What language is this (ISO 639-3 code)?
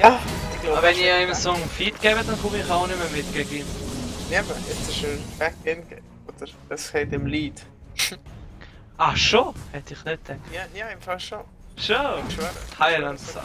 gsw